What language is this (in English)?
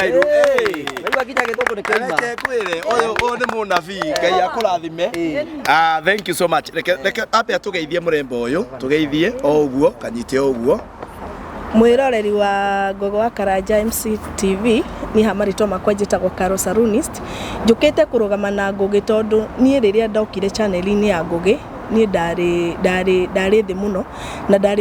Kikuyu